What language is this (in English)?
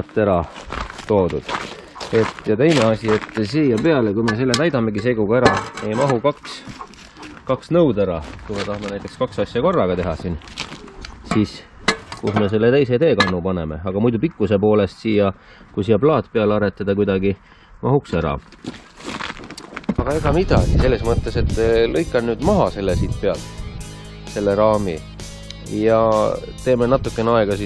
Estonian